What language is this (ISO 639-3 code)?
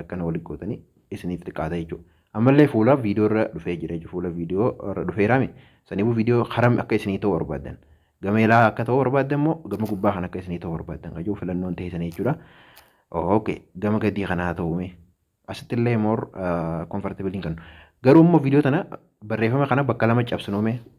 orm